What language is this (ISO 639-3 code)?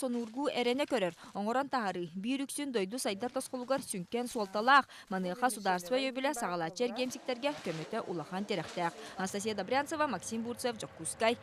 sah